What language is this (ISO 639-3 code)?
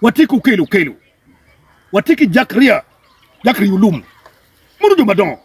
ach